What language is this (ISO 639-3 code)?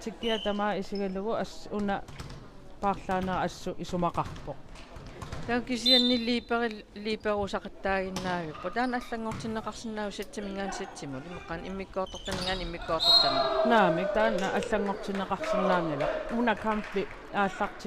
kal